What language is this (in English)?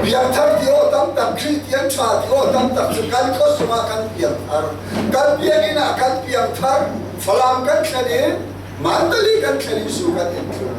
Falam Chin